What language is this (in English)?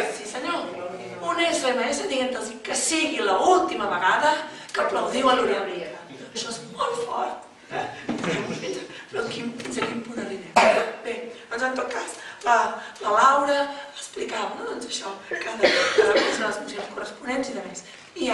Catalan